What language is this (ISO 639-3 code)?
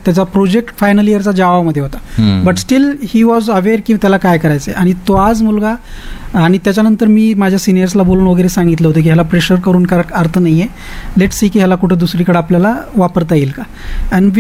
mar